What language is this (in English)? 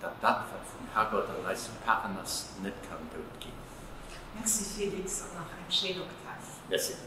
Luxembourgish